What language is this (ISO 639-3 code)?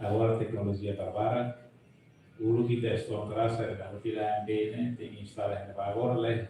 tet